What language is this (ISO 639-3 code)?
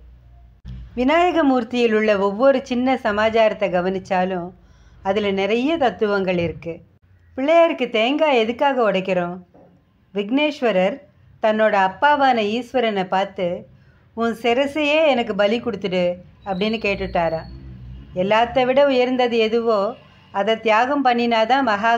tam